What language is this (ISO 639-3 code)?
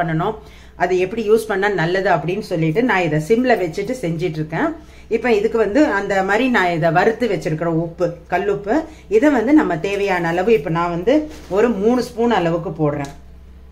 tam